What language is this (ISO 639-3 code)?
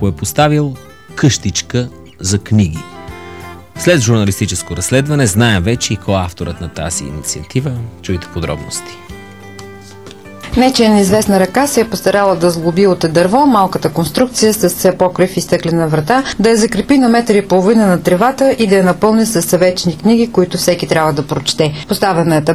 bul